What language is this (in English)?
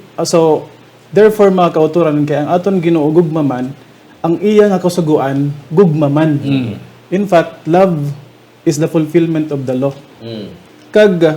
Hiligaynon